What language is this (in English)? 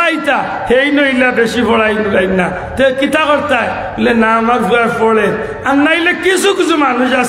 Sylheti